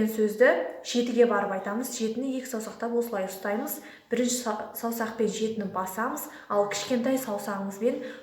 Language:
Kazakh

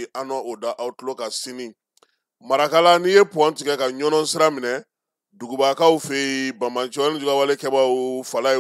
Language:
Bambara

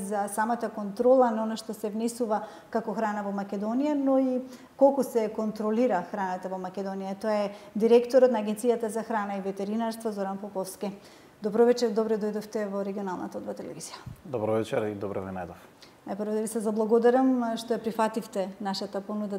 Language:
Macedonian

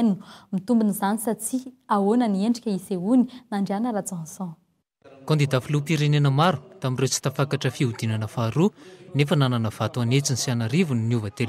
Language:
Malagasy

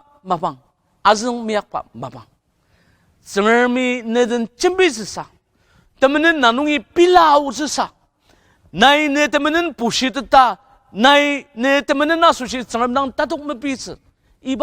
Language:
Ao Naga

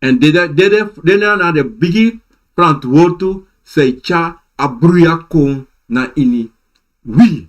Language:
Sranan Tongo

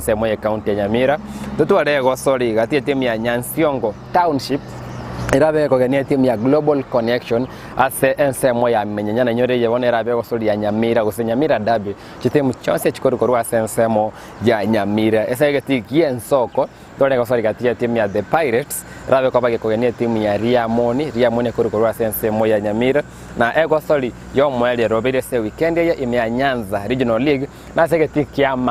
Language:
Gusii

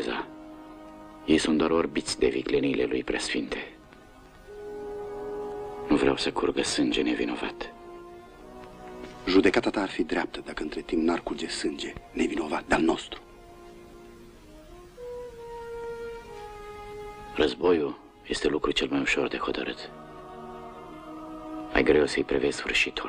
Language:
Romanian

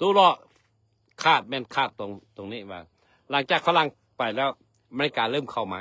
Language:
Lao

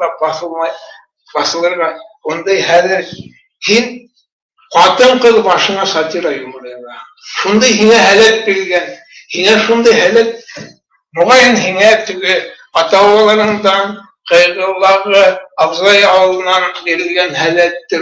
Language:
Bashkir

